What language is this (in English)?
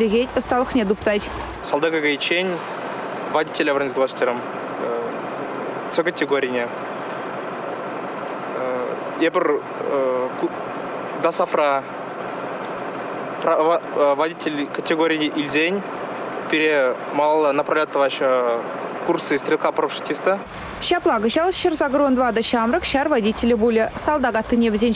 Chuvash